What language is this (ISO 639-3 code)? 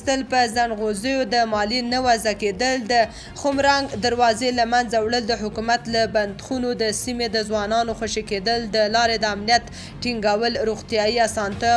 pus